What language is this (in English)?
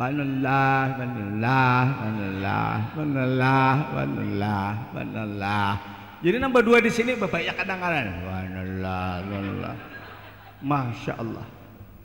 Banjar